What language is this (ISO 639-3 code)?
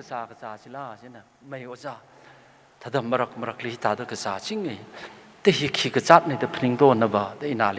nmf